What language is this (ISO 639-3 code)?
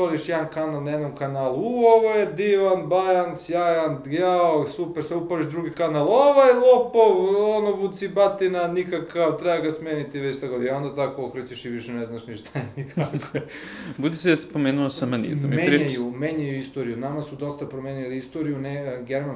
srp